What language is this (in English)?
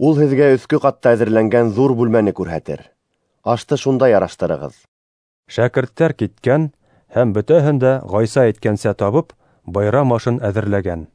Bashkir